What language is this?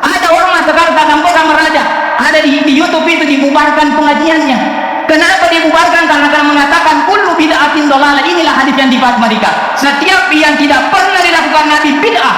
Buginese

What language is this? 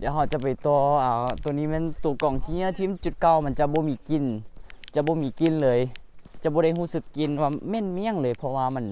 Lao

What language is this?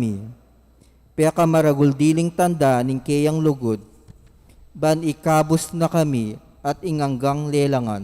Pampanga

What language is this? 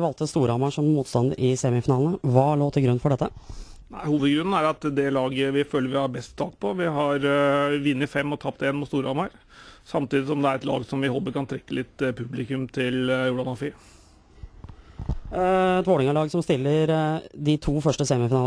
Norwegian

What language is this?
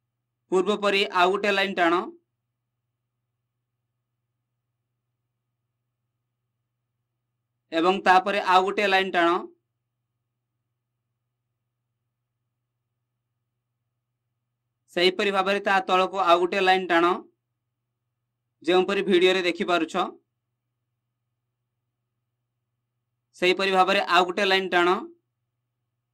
Odia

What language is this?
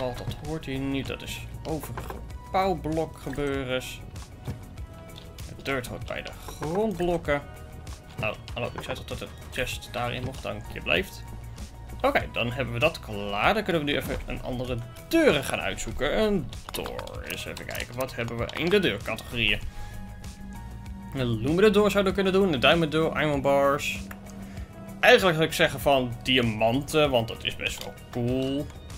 Dutch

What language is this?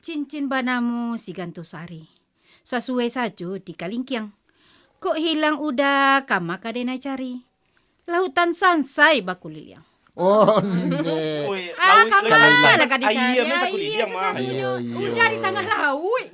Minangkabau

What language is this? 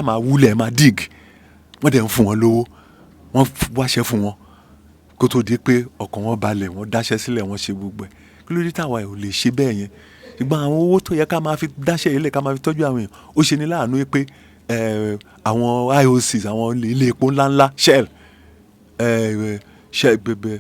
Yoruba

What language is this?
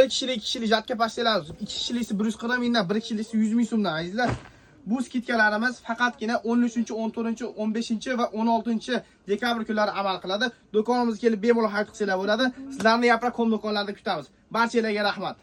Uzbek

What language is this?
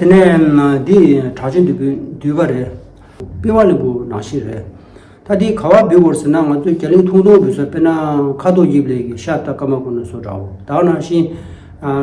Tibetan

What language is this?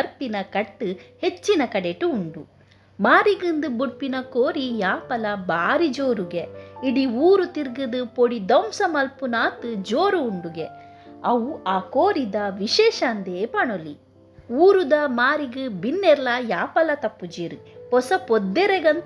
Tulu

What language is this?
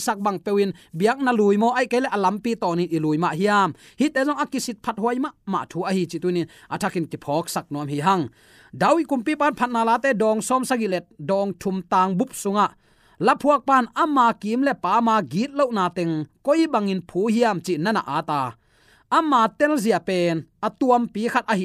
Tedim Chin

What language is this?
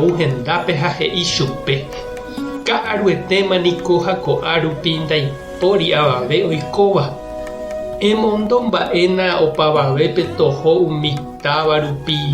Guarani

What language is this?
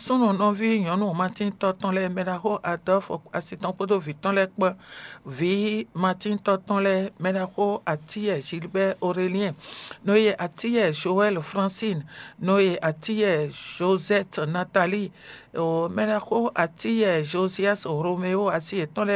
Fon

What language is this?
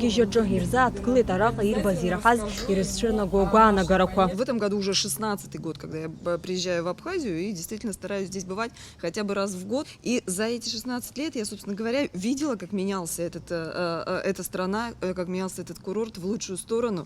Abkhazian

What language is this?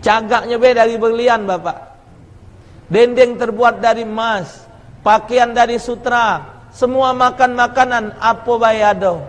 Musi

